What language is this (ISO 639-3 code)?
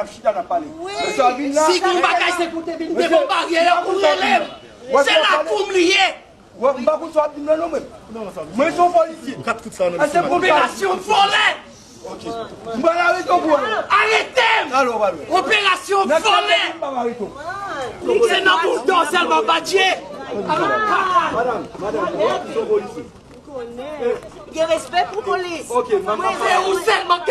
hat